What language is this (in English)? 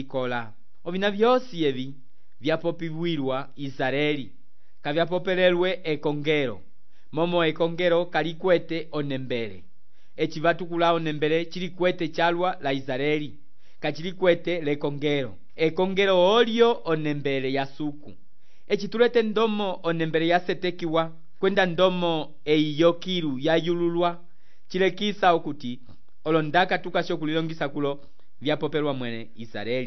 Umbundu